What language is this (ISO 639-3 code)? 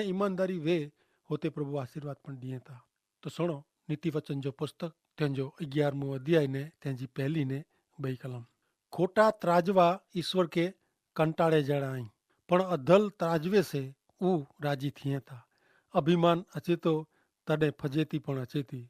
kfr